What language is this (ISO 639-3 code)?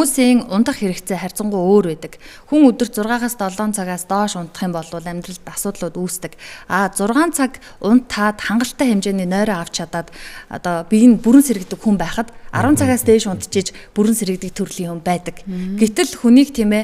mon